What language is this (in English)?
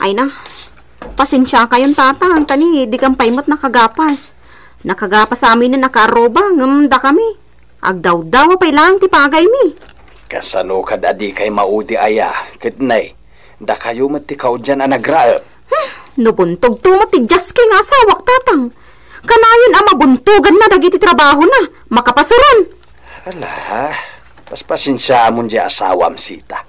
Iloko